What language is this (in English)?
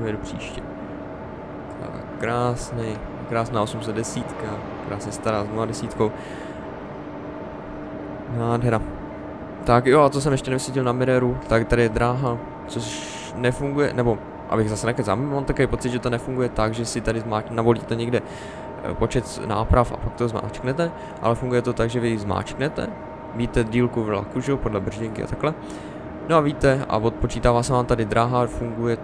Czech